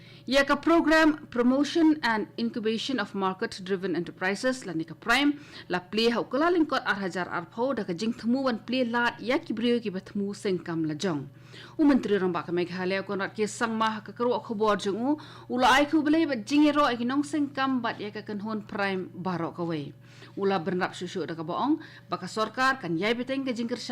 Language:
Khasi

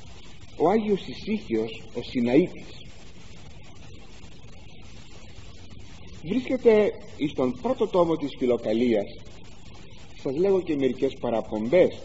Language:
Greek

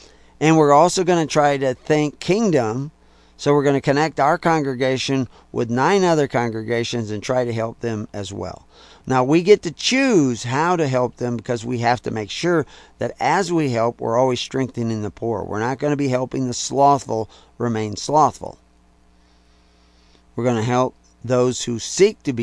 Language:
English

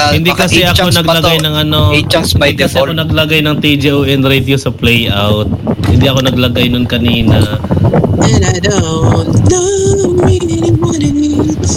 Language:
Filipino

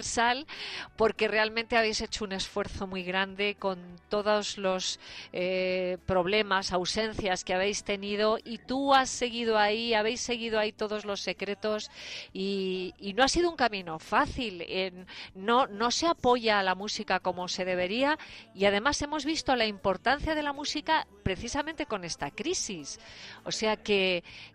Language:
Spanish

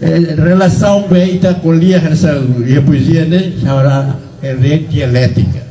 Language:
Tetum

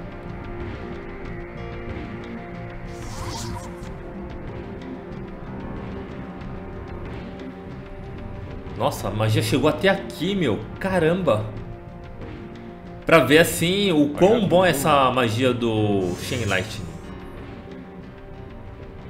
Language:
Portuguese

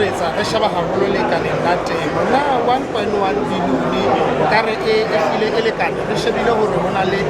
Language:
Southern Sotho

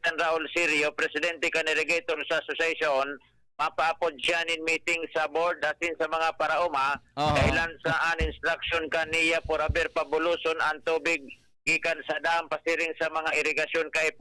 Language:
Bikol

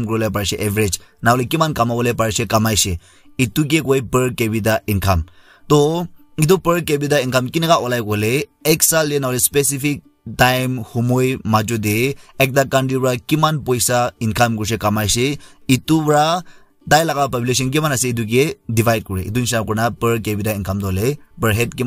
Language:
Naga Pidgin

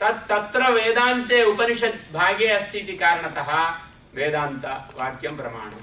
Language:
Sanskrit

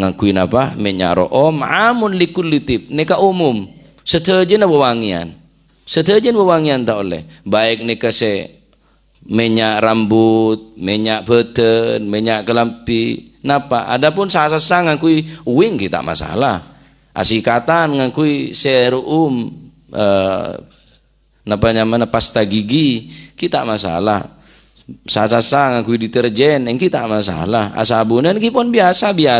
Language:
Madurese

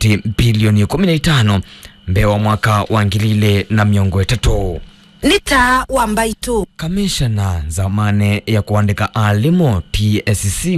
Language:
Kamba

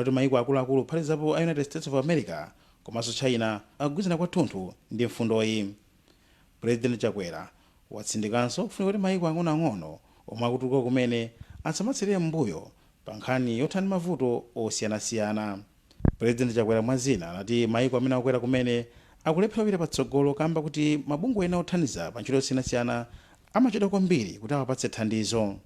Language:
Nyanja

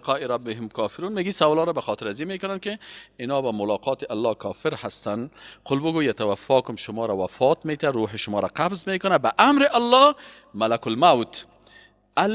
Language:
Persian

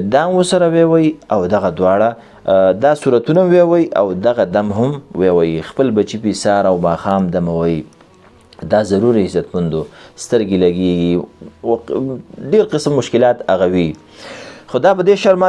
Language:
Pashto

